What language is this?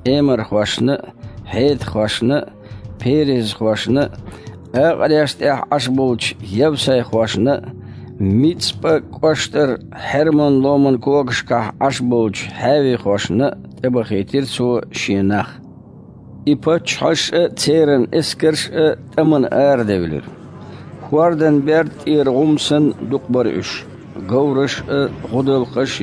Chechen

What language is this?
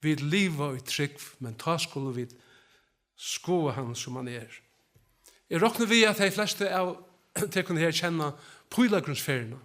Faroese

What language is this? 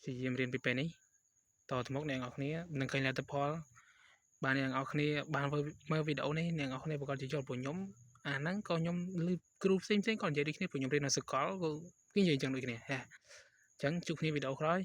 Khmer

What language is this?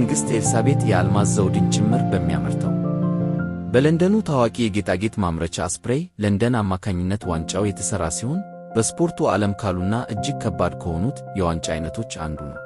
Amharic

